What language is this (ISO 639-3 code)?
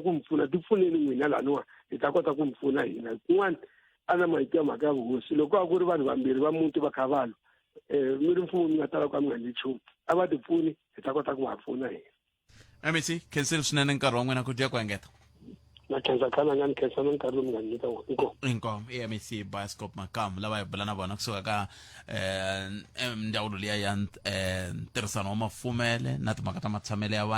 tso